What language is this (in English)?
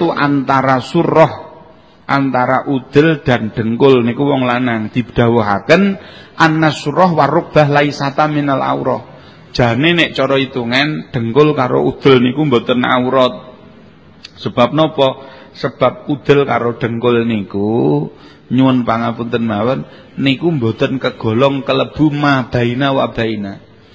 Javanese